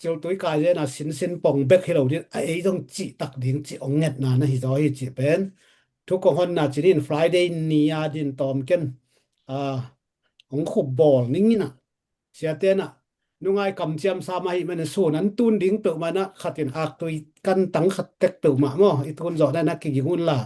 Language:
Tedim Chin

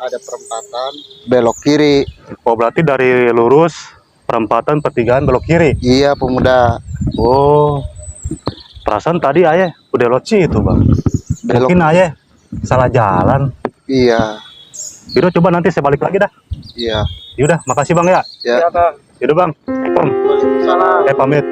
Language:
Betawi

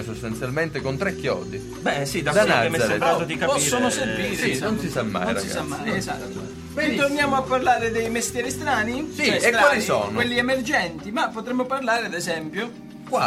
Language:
Italian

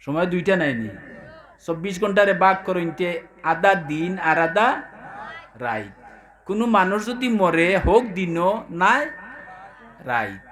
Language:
Sylheti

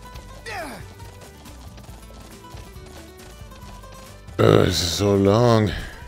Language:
English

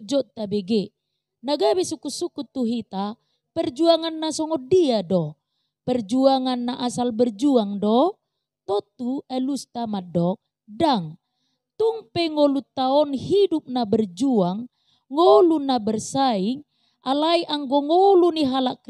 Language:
Batak Toba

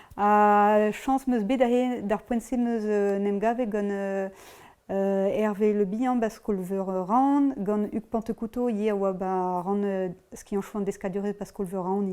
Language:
Breton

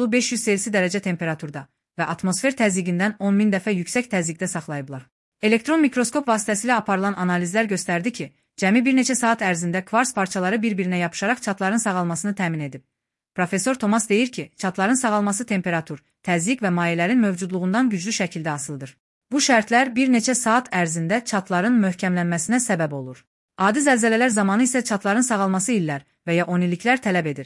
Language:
Azerbaijani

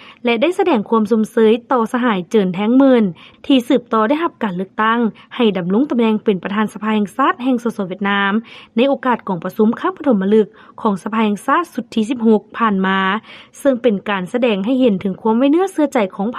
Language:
Lao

